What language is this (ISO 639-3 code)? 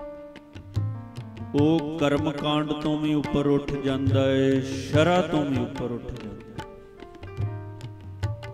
pan